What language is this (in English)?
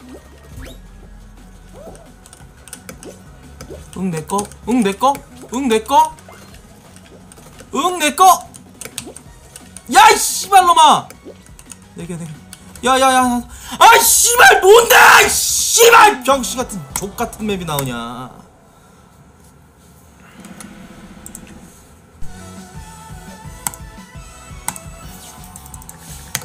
Korean